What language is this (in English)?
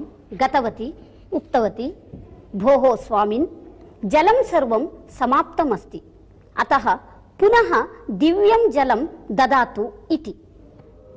Sanskrit